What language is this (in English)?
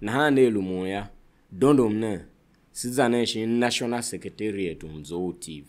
Tiv